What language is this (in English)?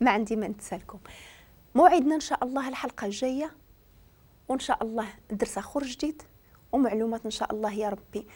Moroccan Arabic